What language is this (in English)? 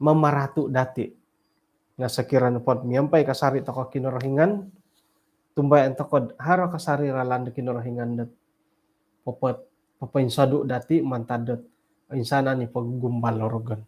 Central Dusun